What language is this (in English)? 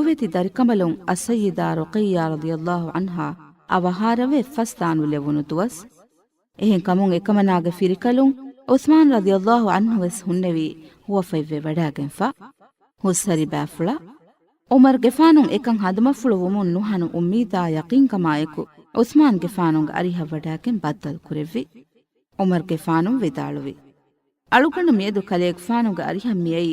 Divehi